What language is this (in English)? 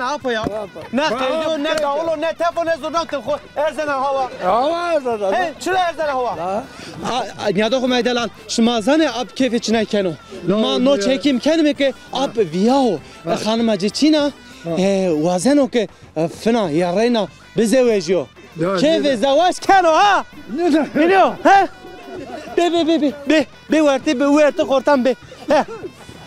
Zaza